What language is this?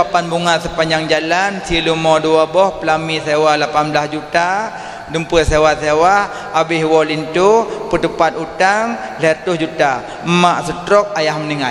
Achinese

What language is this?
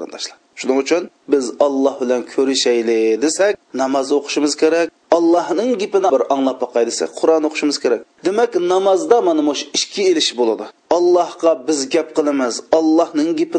Uyghur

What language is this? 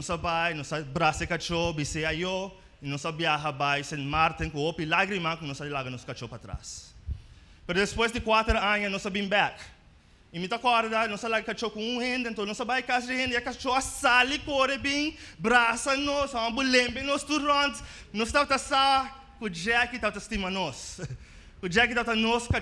Papiamento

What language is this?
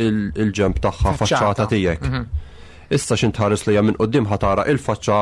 Maltese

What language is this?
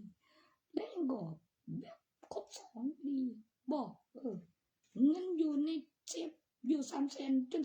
Northeastern Thai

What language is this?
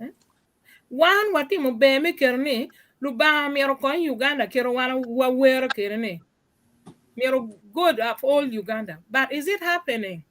Acoli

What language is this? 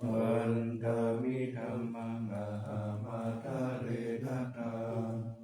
Pali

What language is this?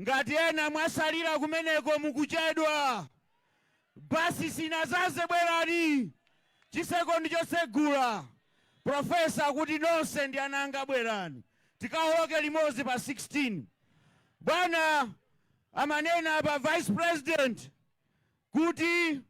Nyanja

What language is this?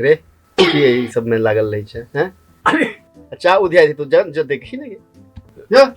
Maithili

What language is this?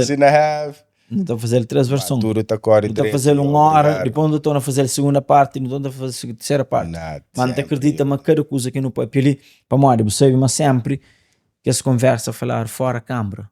Kabuverdianu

